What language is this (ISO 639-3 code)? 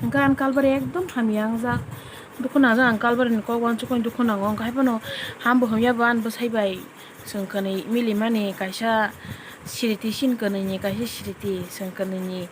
trp